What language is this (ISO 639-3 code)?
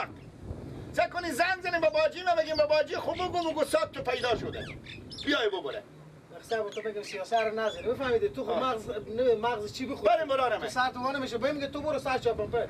fas